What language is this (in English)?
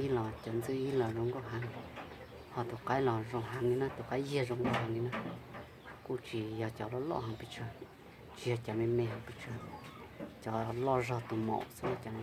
Hmong